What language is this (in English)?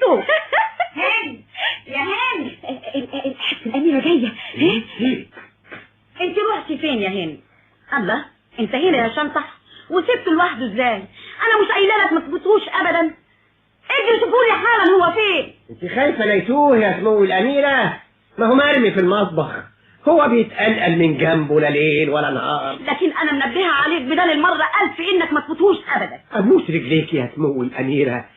Egyptian Arabic